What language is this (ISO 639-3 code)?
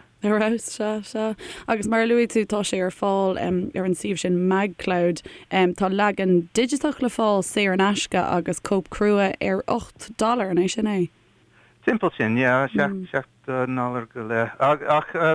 gle